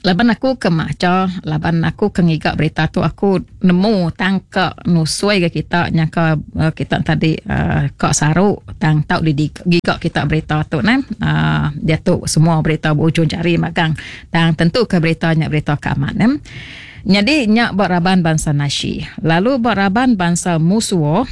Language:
Iban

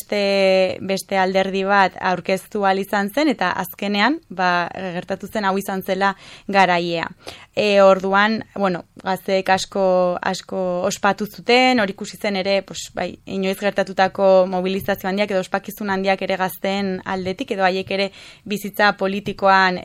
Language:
Basque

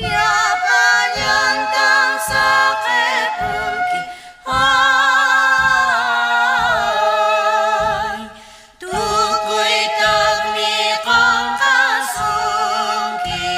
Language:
Quechua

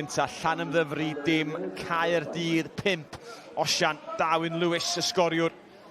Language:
Welsh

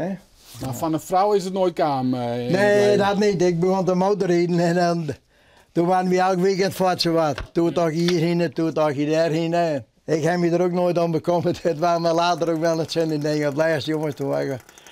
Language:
Western Frisian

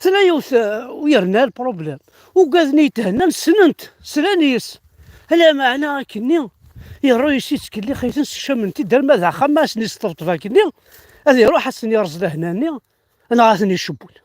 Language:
Kabyle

